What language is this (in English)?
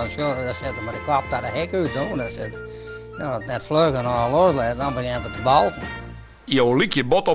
Western Frisian